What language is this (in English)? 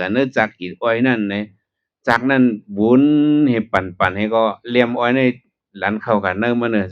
Shan